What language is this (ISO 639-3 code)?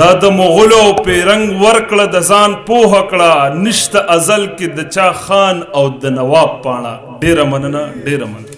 pus